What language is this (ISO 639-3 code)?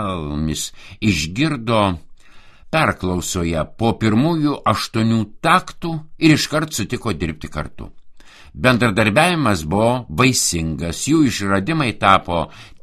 lit